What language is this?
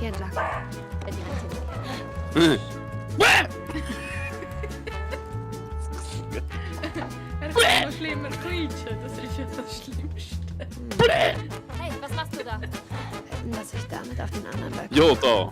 Swiss German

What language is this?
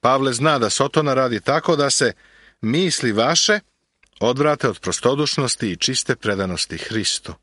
Serbian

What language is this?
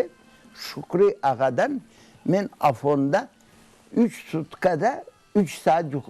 Crimean Tatar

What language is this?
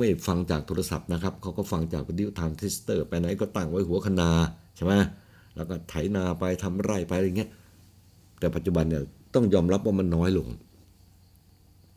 Thai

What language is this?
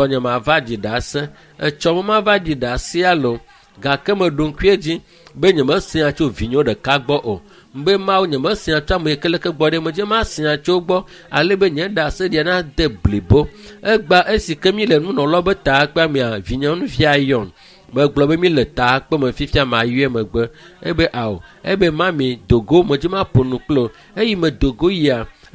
Ewe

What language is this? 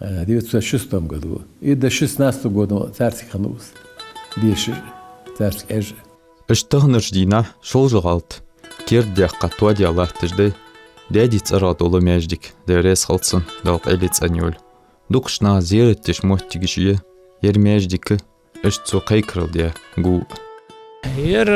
Ingush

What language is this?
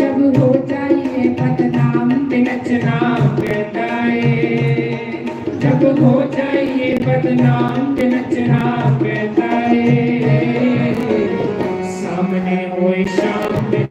Dogri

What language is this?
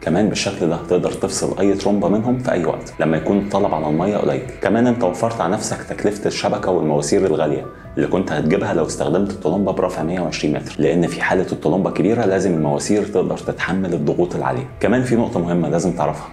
Egyptian Arabic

